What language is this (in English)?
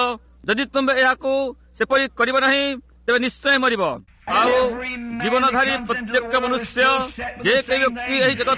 Odia